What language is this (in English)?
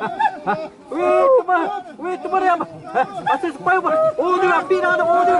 Xavánte